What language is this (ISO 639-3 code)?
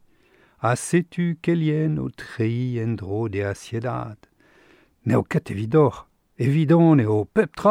bre